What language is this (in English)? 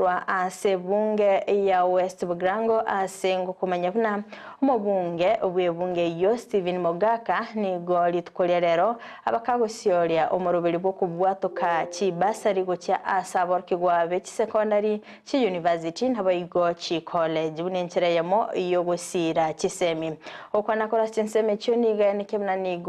Gusii